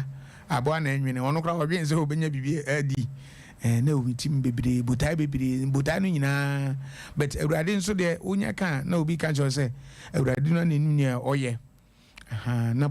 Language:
Akan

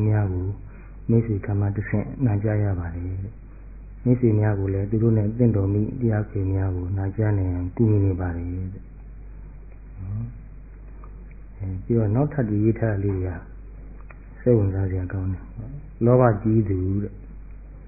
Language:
Burmese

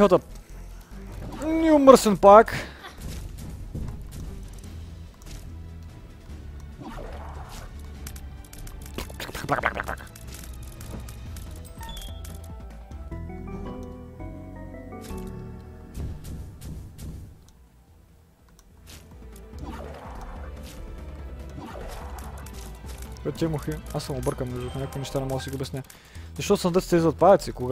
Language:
Bulgarian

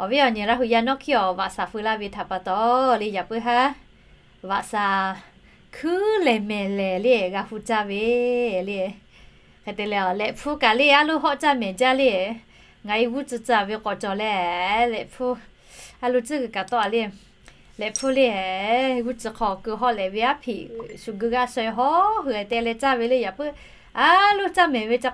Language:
Lahu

